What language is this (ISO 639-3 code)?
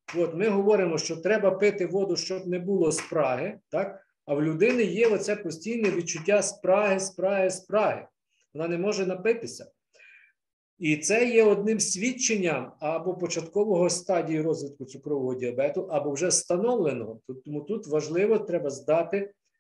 ukr